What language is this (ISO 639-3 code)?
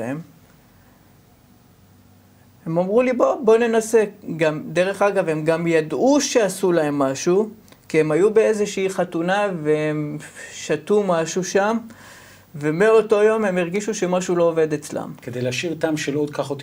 heb